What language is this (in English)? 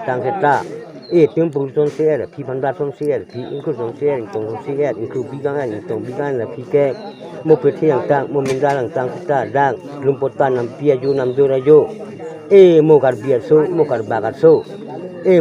Karbi